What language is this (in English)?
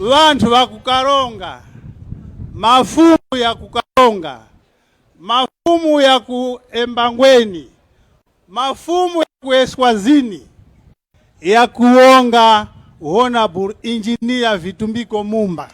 Tumbuka